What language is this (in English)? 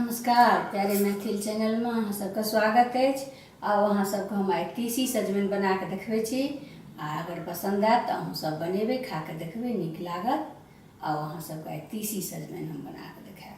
Maithili